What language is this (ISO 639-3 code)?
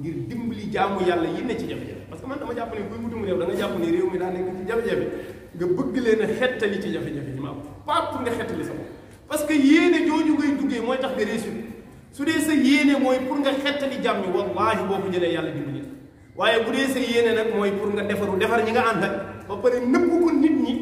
wol